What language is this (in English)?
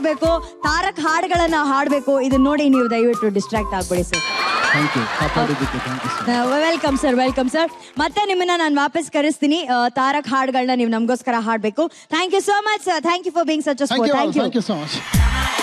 Kannada